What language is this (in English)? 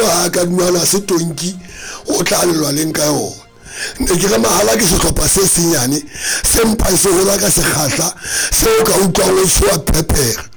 Southern Sotho